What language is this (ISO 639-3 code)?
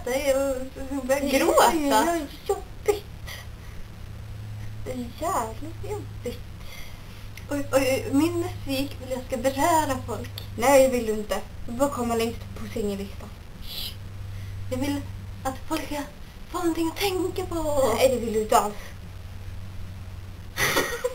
swe